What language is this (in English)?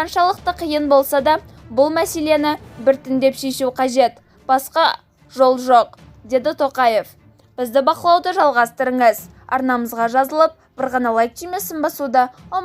Kazakh